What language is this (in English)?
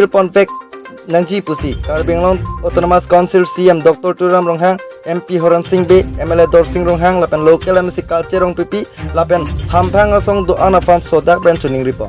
Karbi